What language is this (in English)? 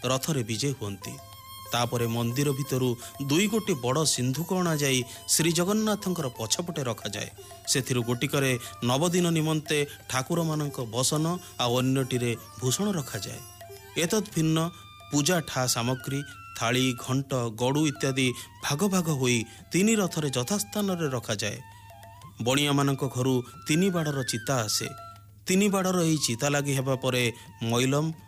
Odia